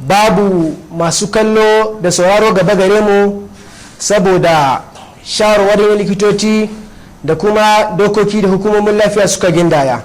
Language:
Hausa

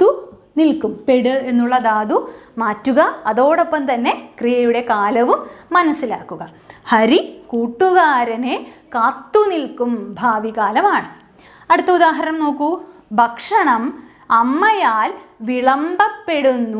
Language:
Malayalam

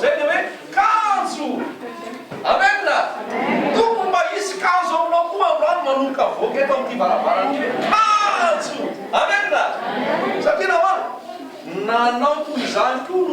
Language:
Malagasy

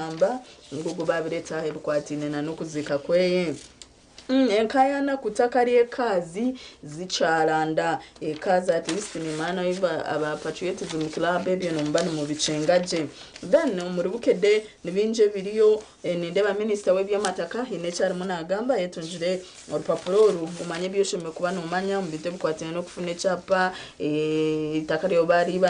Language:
Nyankole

